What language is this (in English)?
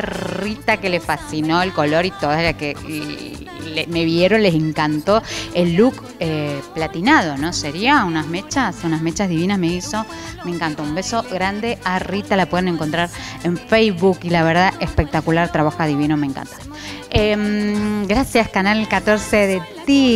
Spanish